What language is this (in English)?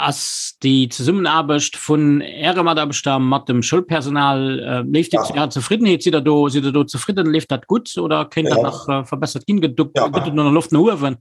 Luxembourgish